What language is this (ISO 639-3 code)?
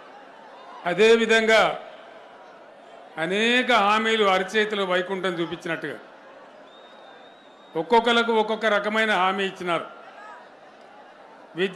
tel